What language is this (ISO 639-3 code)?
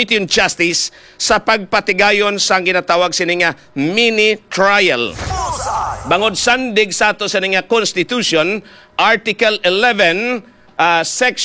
hil